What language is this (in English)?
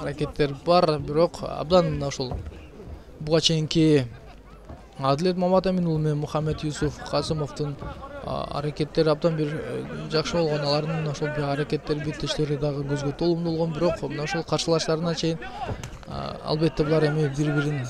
Kyrgyz